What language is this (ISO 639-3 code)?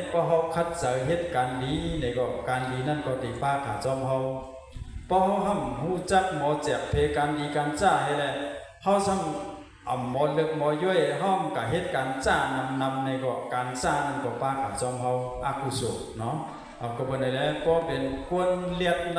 shn